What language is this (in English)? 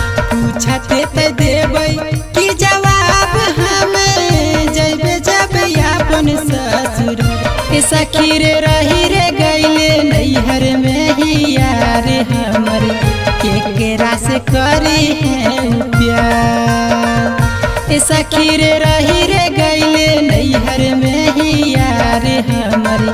Bhojpuri